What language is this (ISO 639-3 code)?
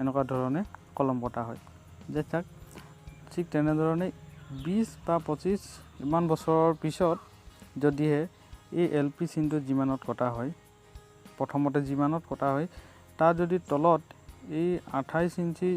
asm